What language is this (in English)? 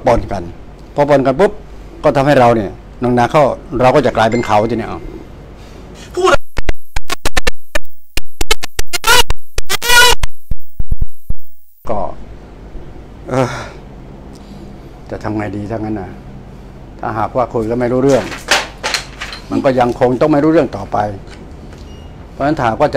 Thai